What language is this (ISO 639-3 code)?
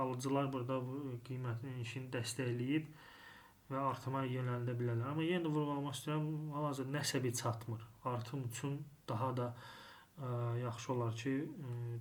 aze